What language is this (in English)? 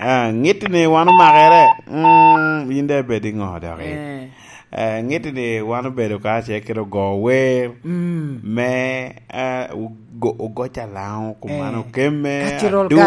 Lango (Uganda)